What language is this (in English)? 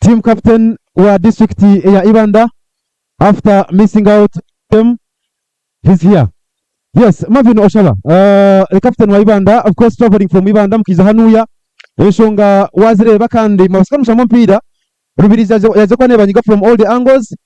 Nyankole